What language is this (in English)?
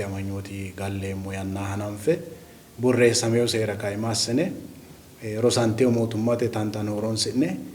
Sidamo